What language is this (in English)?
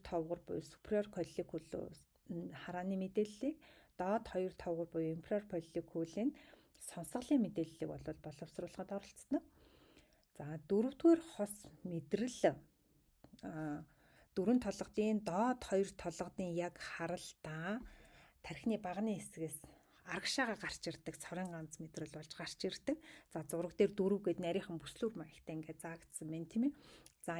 Mongolian